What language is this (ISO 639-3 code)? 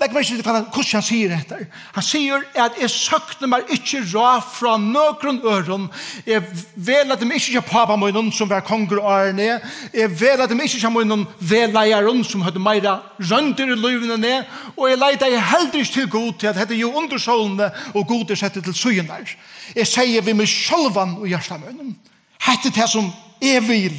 fao